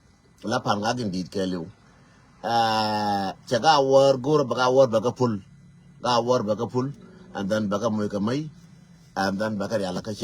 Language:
Nuer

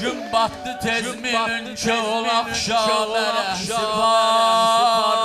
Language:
South Azerbaijani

